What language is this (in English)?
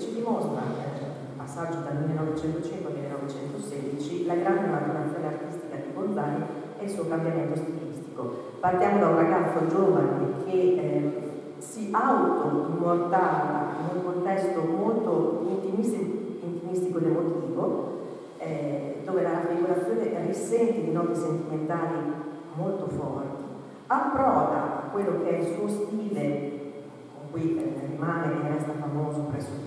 Italian